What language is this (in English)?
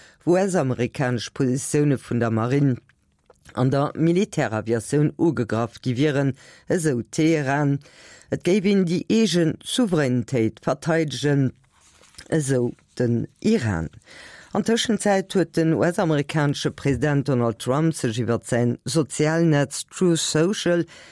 Luxembourgish